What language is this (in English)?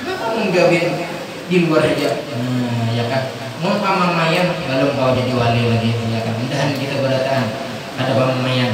Banjar